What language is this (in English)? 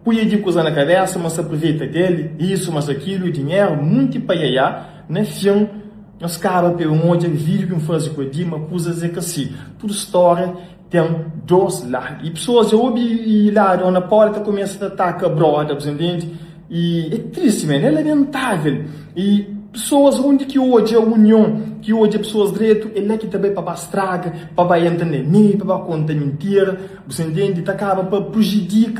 Kabuverdianu